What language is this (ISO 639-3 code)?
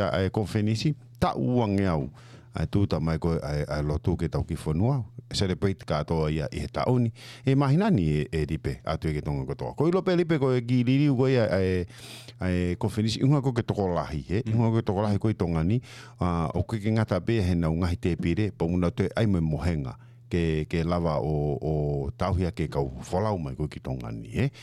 ton